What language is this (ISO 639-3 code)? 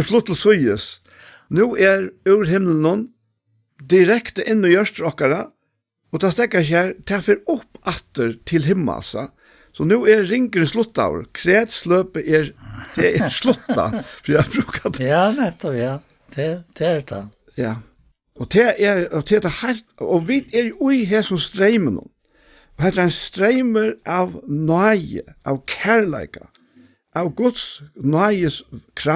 fao